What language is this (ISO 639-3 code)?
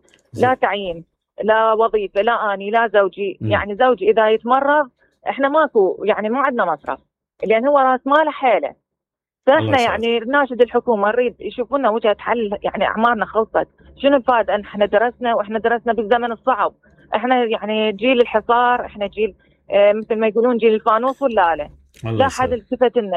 acm